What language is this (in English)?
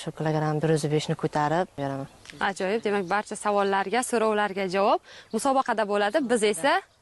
Uzbek